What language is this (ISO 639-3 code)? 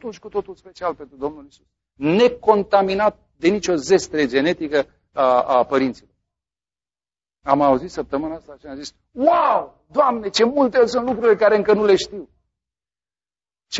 ron